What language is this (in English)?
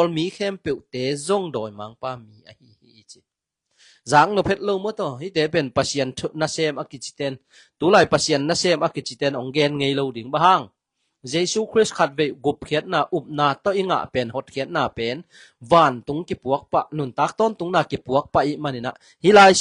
Tedim Chin